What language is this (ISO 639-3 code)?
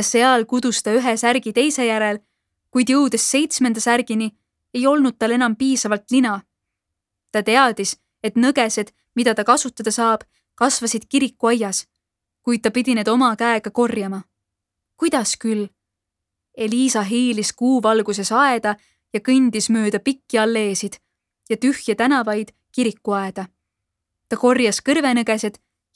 est